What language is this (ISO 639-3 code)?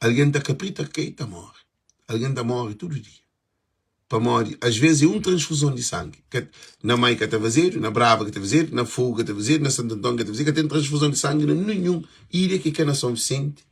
kea